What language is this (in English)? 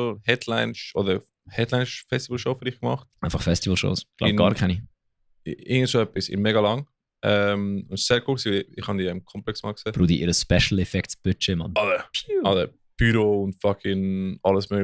Swiss German